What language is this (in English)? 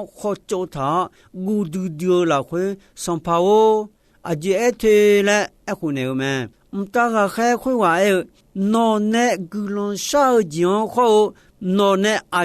Akha